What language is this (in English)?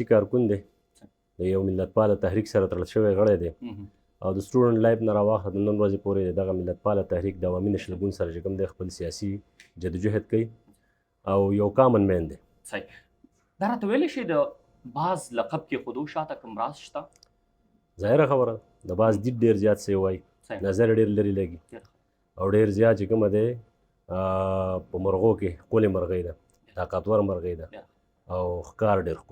Pashto